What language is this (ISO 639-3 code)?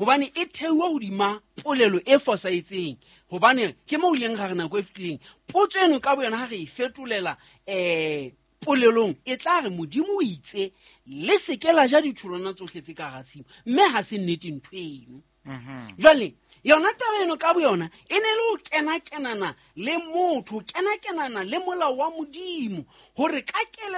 sot